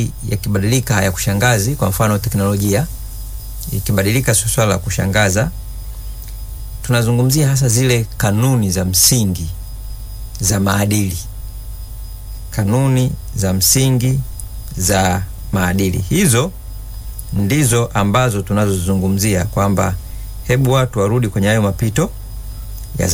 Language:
Swahili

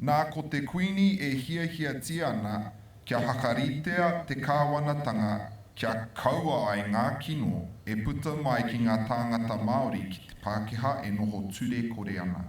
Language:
Māori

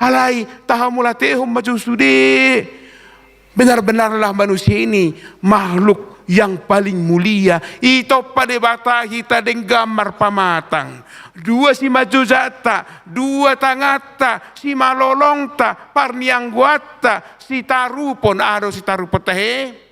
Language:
Batak Toba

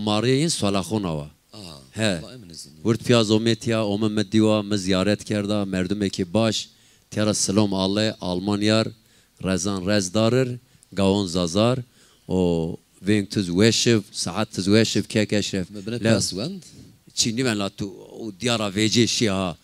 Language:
Zaza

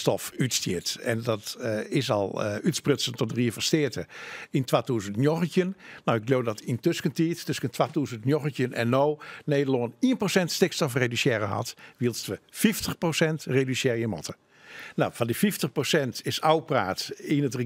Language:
Western Frisian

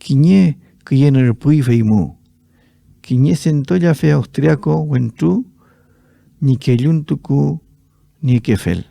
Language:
Mapuche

